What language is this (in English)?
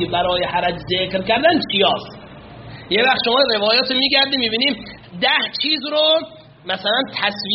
Persian